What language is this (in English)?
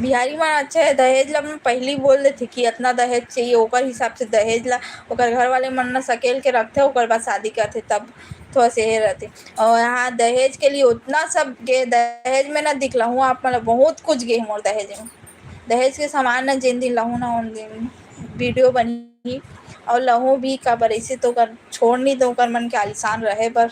Chhattisgarhi